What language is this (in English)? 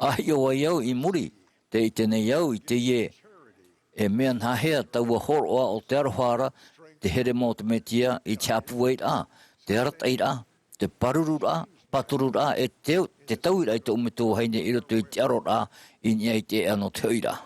Tahitian